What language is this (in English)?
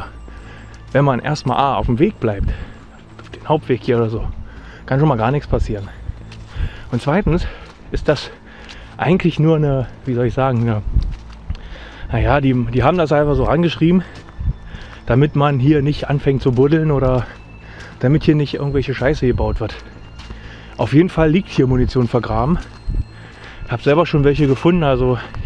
German